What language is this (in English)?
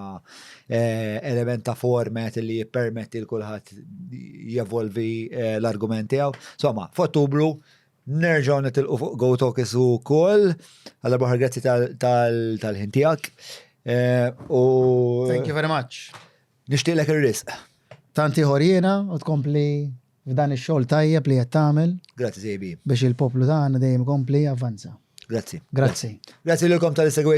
Maltese